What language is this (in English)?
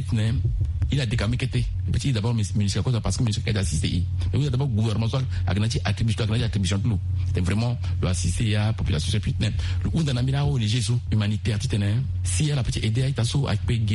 Sango